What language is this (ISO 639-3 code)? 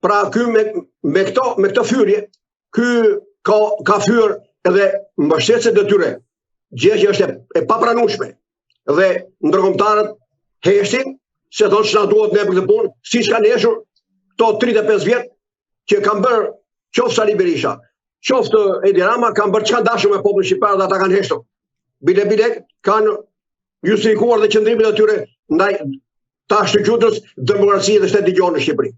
sqi